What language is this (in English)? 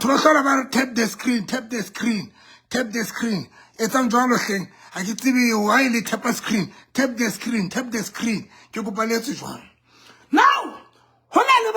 Southern Sotho